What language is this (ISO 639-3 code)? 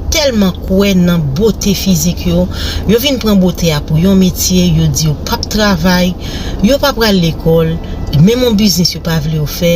hat